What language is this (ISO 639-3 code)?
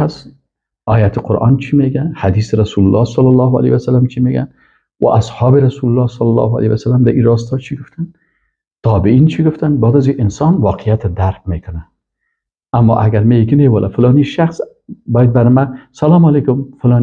fas